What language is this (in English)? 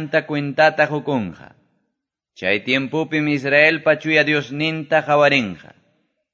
Quechua